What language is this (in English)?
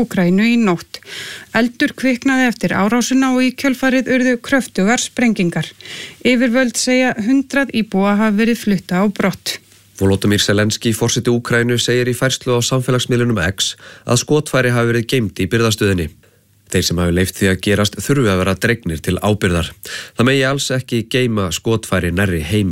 Icelandic